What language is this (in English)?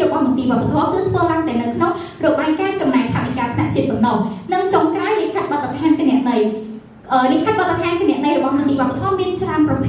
Khmer